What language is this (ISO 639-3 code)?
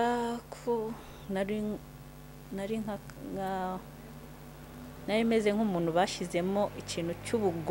kin